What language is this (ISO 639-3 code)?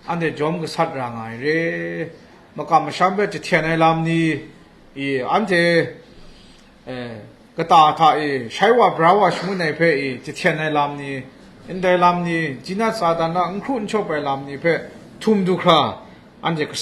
kac